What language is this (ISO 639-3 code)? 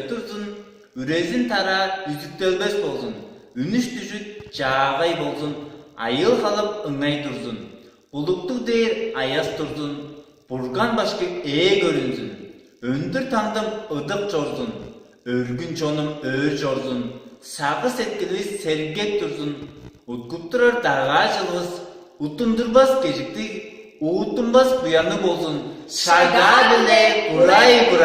tyv